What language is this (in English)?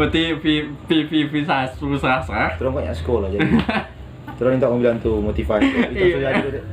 Manado Malay